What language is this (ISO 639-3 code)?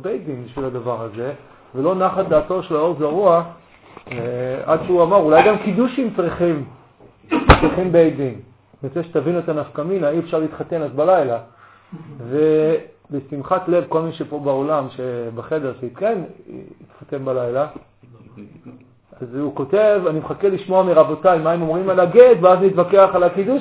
heb